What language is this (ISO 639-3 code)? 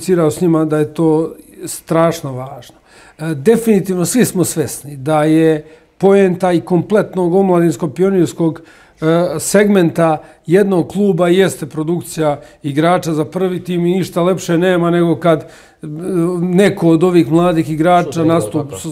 srp